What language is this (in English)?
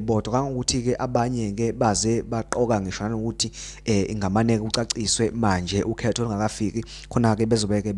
Zulu